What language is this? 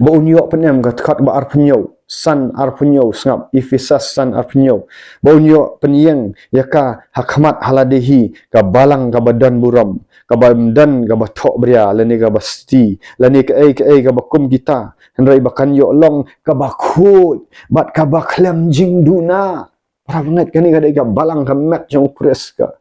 Khasi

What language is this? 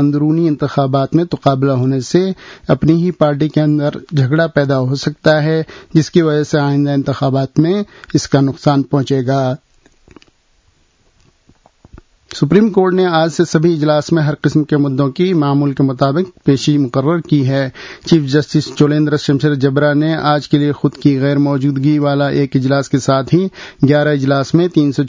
Urdu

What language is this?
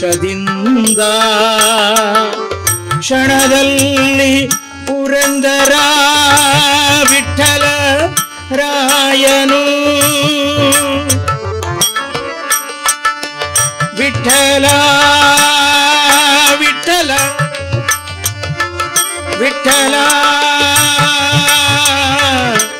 Kannada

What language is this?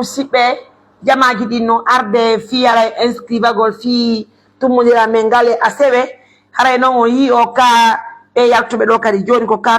Pular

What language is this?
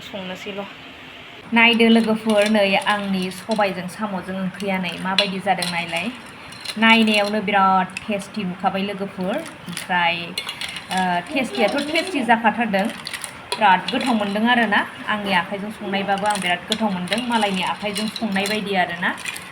Bodo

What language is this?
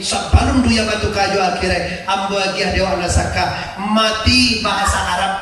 Minangkabau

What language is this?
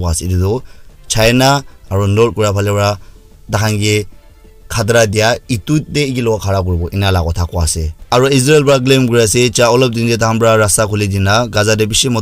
Naga Pidgin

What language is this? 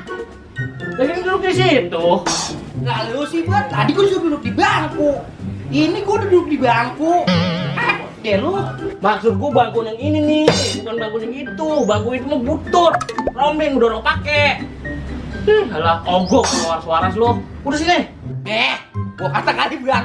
Betawi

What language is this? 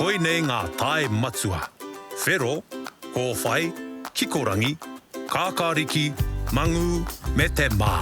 Māori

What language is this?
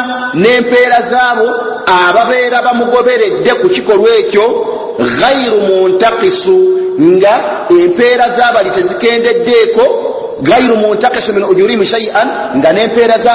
Ganda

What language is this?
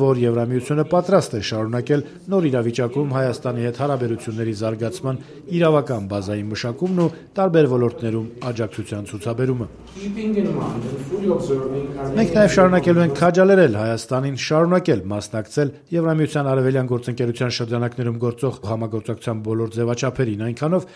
Armenian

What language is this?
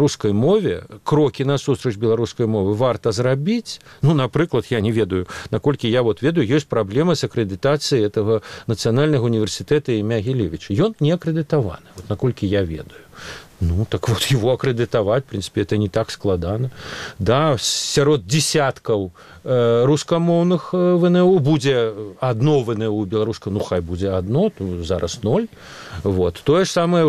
Belarusian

